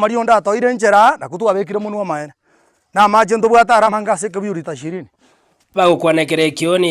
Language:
Gusii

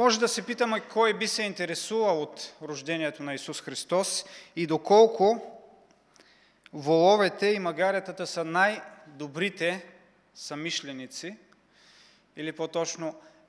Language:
Bulgarian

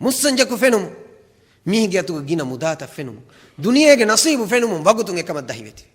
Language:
Divehi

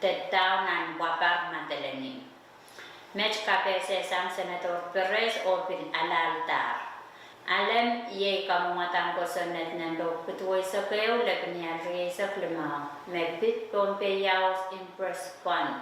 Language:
Pohnpeian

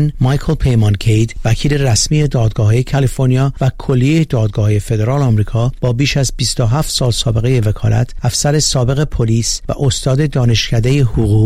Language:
Persian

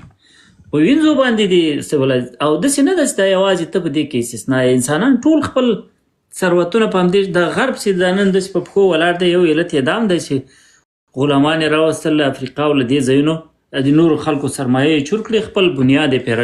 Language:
Pashto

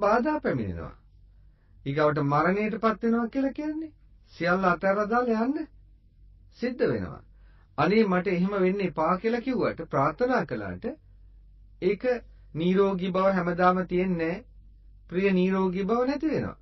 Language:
Sinhala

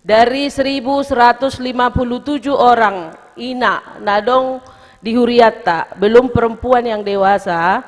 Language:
Batak Toba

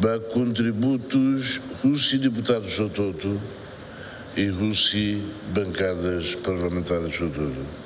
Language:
Tetum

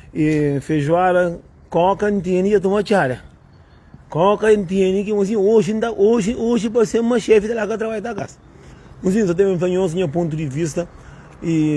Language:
Kabuverdianu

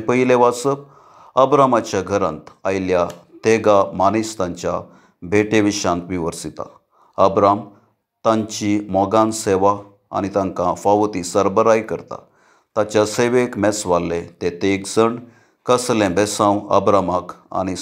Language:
Konkani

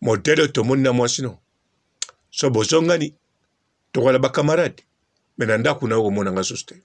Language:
Lingala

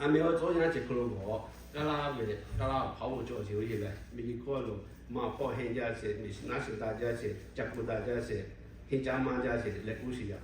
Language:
Lahu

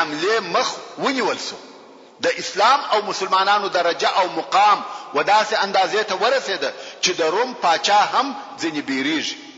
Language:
Pashto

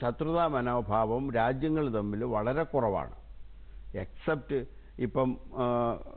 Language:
Malayalam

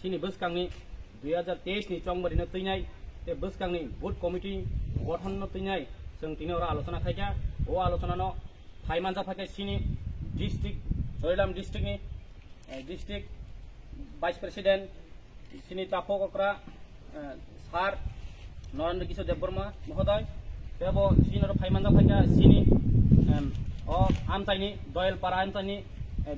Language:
Kok Borok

